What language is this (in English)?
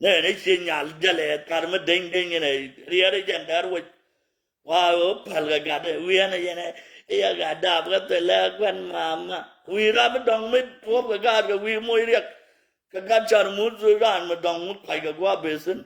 Nuer